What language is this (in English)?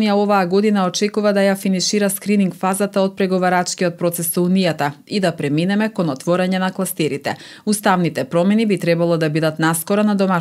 Macedonian